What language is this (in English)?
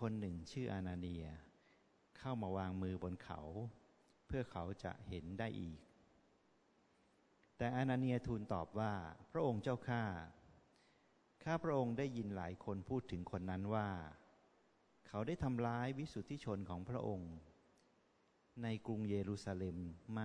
Thai